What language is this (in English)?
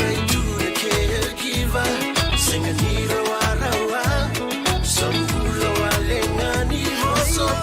Fijian